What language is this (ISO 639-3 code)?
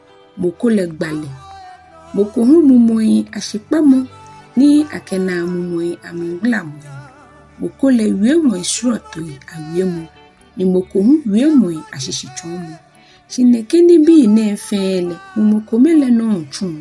gaa